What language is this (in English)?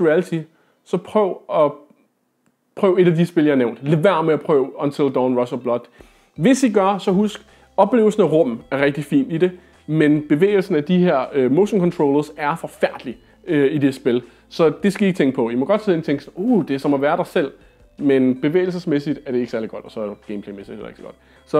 Danish